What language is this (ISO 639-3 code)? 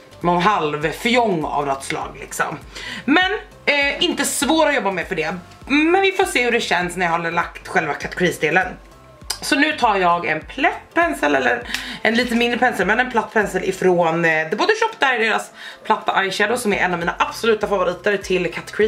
swe